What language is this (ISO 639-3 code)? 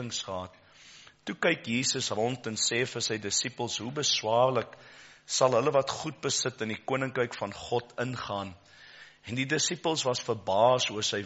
afr